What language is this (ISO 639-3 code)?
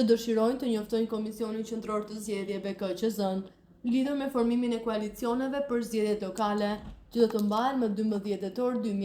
sqi